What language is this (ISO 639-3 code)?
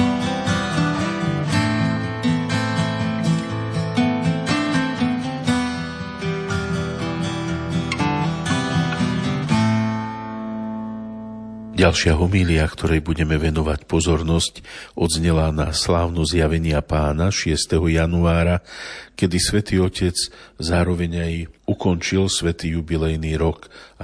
slk